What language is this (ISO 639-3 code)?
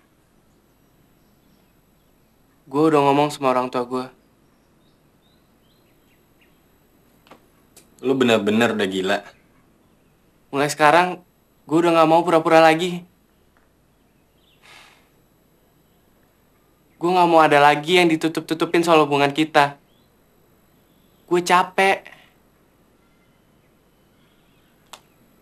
ind